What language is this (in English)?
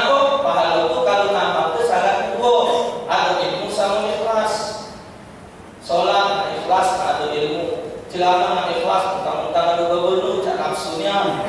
Musi